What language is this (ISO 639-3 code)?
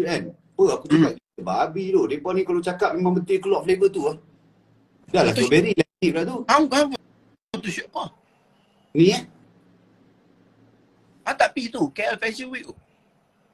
msa